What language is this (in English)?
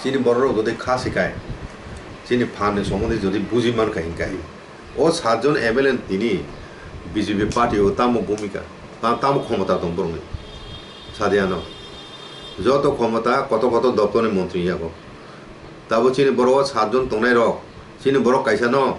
Kok Borok